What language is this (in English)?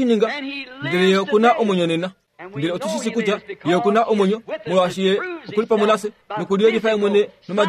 Kuanyama